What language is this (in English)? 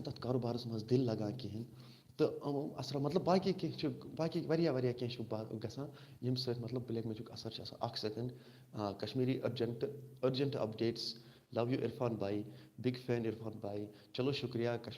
Kashmiri